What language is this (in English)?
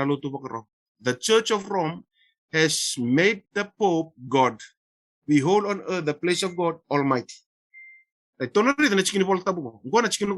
Fijian